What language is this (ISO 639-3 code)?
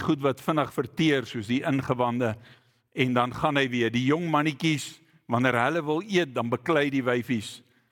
afr